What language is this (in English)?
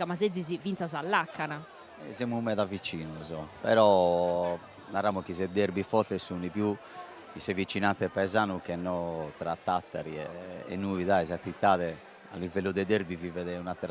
Sardinian